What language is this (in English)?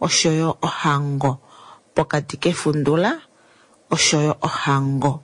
Kuanyama